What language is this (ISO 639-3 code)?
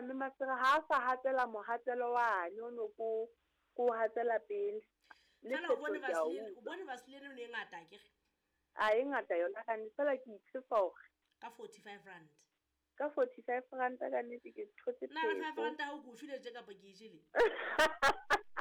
sot